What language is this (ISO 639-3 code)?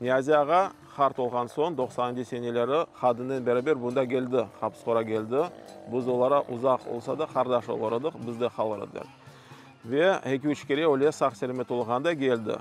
crh